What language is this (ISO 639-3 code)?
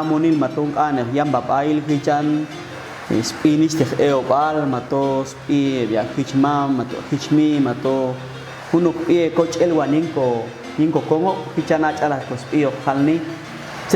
jac